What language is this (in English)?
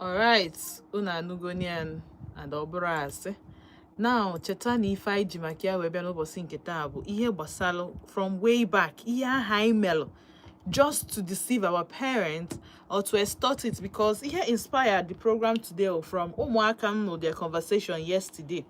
Igbo